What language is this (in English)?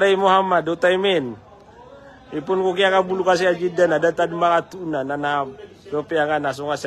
Maranao